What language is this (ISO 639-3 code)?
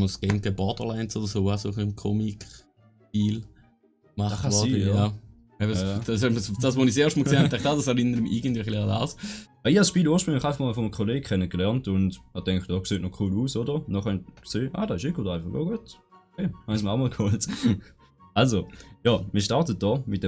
gsw